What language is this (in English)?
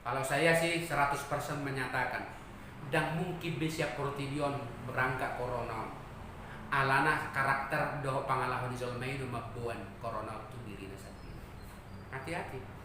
Batak Toba